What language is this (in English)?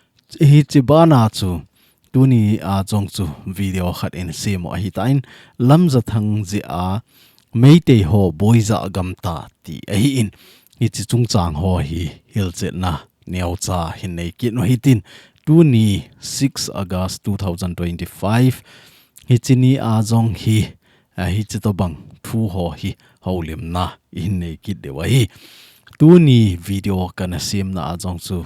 Thado Chin